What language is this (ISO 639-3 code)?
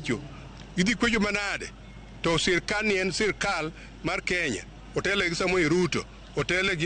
luo